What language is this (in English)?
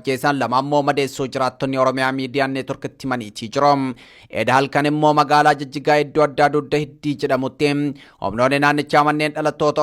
Oromo